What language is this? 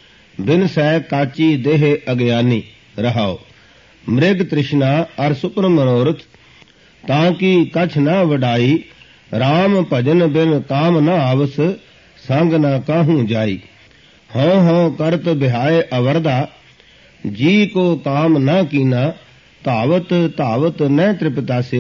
Punjabi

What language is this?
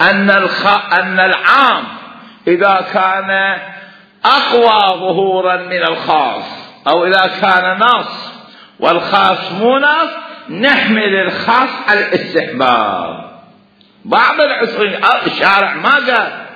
Mesopotamian Arabic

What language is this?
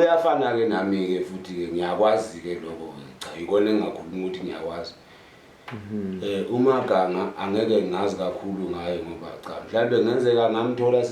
Zulu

